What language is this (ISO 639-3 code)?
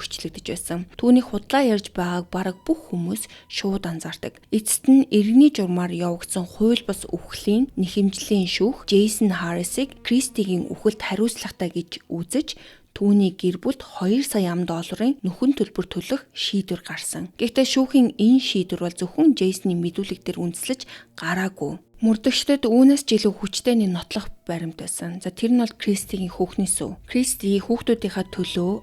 mon